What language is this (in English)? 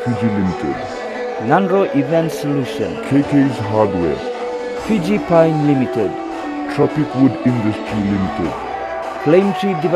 Fijian